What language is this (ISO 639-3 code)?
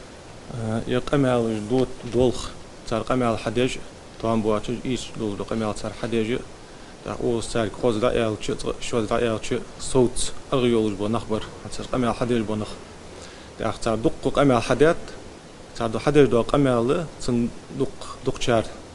inh